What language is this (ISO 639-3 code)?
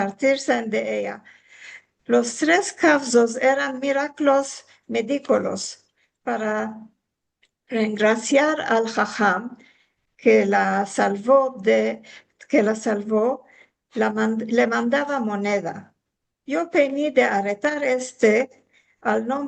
lad